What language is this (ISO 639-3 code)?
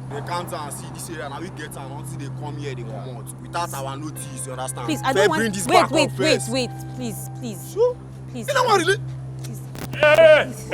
pcm